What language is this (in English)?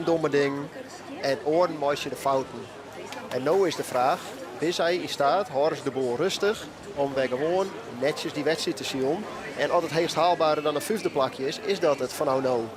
Western Frisian